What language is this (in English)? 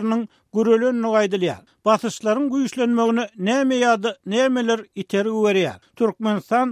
Turkmen